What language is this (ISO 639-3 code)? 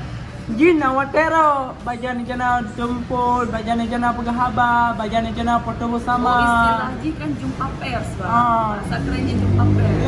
ace